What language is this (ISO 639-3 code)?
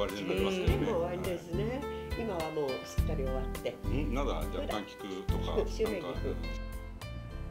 jpn